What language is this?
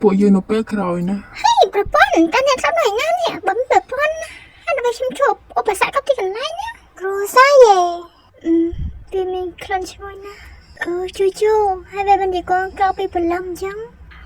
Khmer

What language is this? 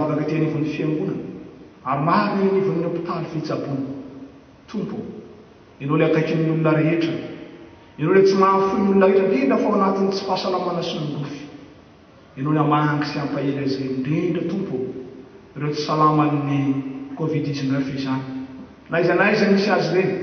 Malagasy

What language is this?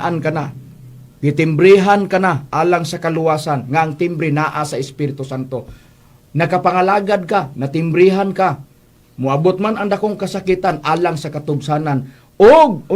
Cebuano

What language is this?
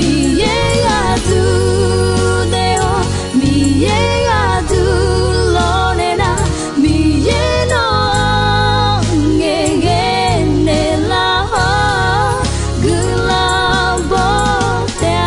Akha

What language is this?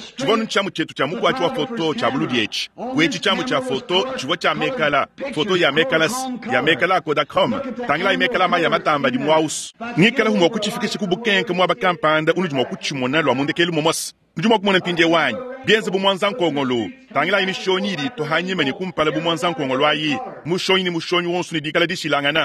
Luba-Lulua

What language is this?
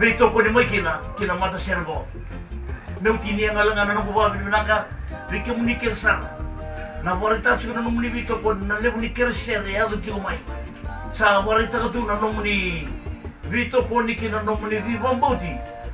Fijian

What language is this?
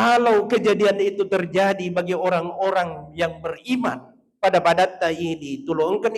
Buginese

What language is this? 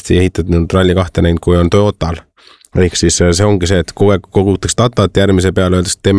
Estonian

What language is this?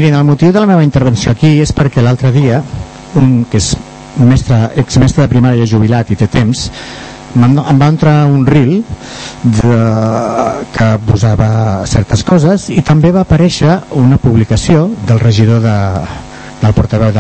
Catalan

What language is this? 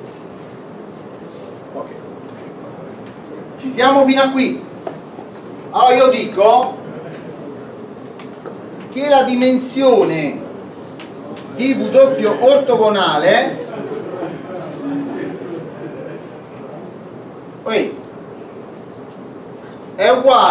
Italian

